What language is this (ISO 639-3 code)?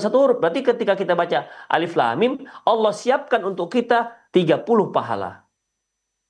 ind